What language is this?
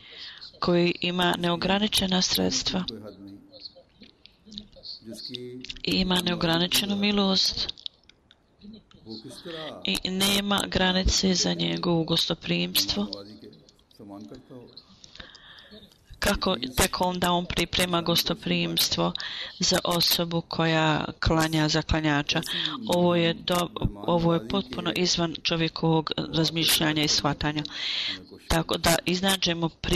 Bosnian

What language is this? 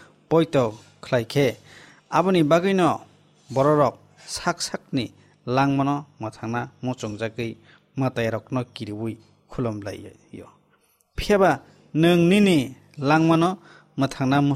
Kok Borok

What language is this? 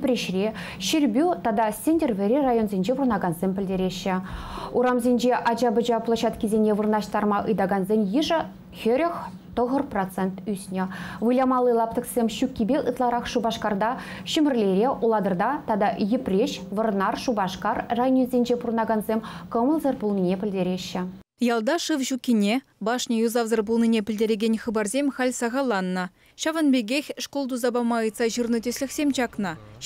Chuvash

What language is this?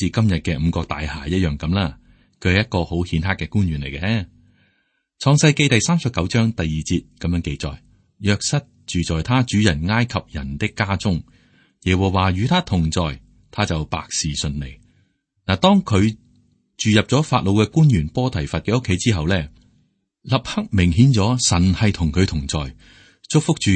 Cantonese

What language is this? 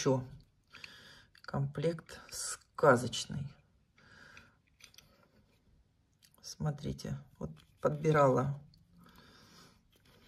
Russian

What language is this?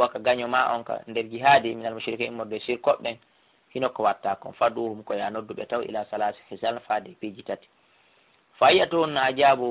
Fula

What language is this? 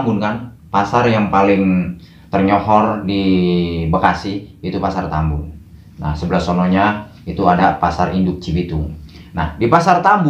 Betawi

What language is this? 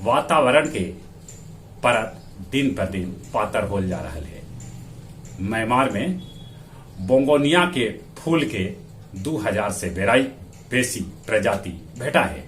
Magahi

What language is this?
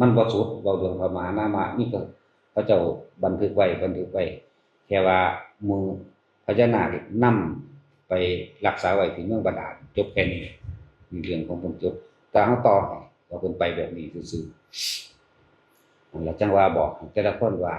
Northeastern Thai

